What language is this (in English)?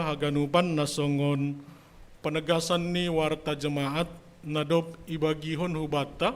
Batak Simalungun